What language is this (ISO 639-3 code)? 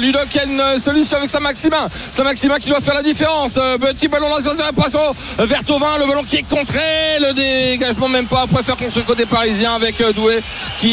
fra